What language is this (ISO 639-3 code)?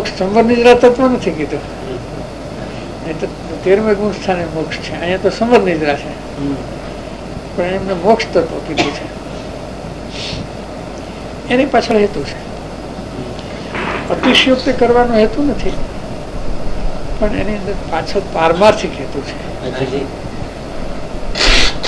guj